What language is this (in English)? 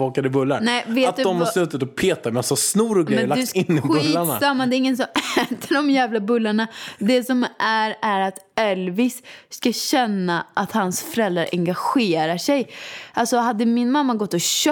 Swedish